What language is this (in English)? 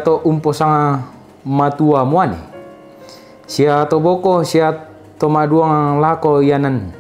Toraja-Sa'dan